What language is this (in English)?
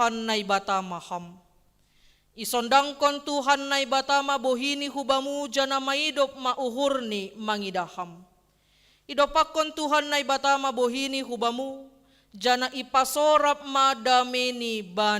Batak Simalungun